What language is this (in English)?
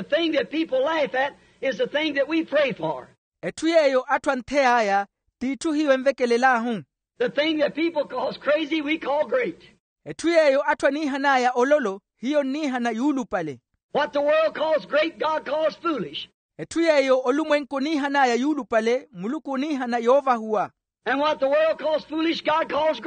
Makhuwa